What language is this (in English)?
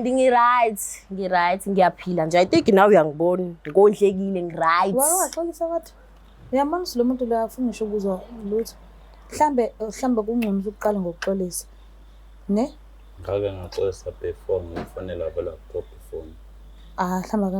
Zulu